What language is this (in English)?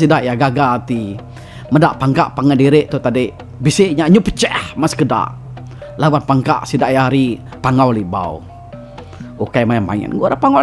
Iban